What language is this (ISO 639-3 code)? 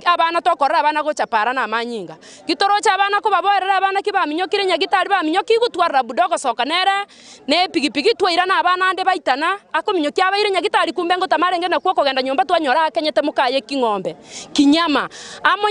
guz